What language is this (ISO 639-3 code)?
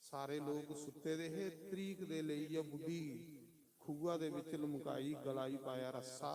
doi